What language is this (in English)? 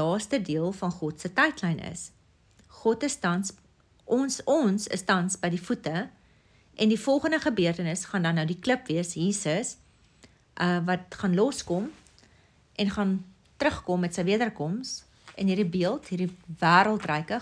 Afrikaans